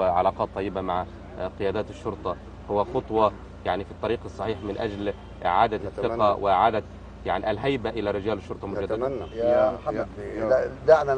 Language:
Egyptian Arabic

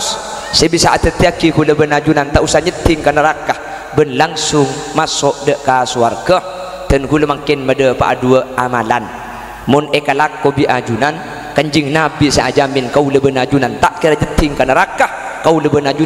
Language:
Madurese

